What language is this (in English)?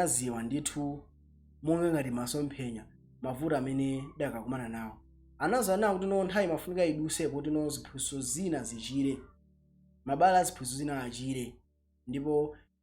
Nyanja